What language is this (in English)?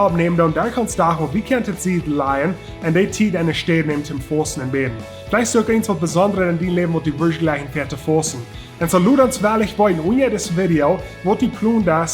Plautdietsch